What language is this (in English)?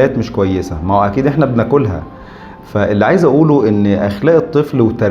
Egyptian Arabic